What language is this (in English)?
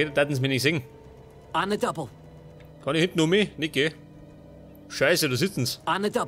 Bavarian